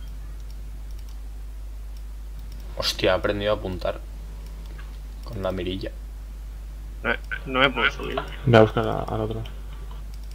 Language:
Spanish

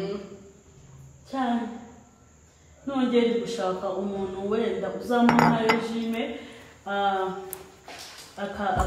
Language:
Kinyarwanda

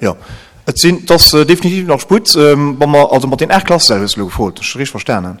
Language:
Luxembourgish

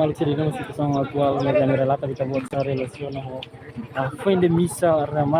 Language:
Tetum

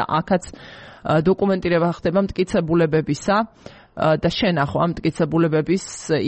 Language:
Georgian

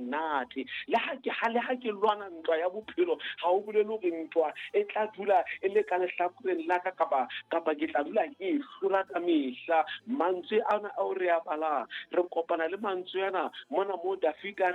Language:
Southern Sotho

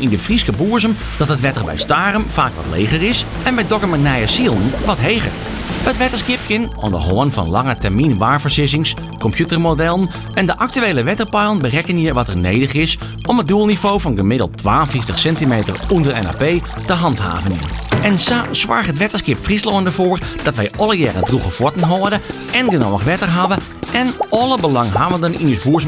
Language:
Western Frisian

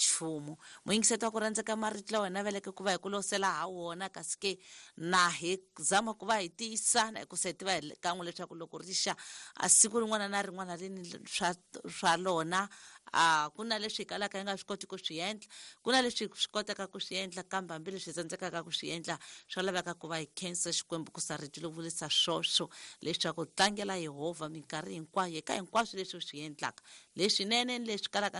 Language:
Tsonga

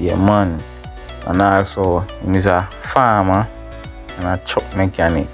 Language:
Jamaican Creole English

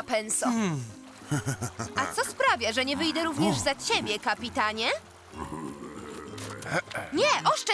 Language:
Polish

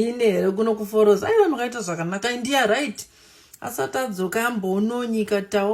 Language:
Shona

